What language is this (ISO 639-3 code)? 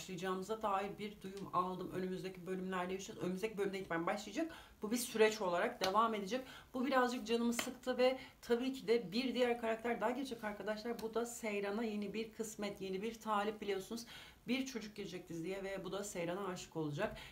tur